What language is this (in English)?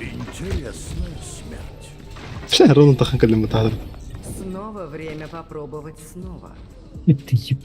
Yakut